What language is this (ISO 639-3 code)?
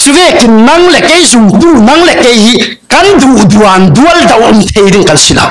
cfm